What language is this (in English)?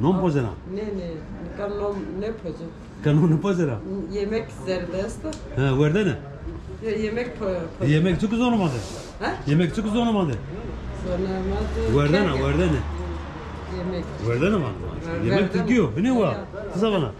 Zaza